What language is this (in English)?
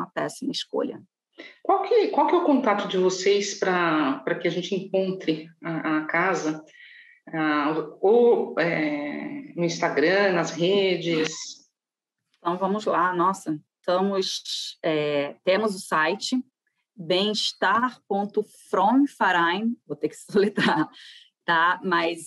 Portuguese